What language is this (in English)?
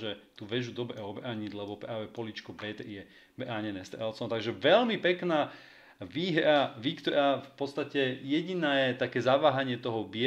Slovak